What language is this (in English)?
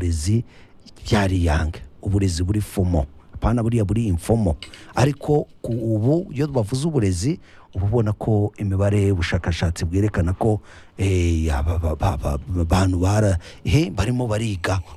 Kinyarwanda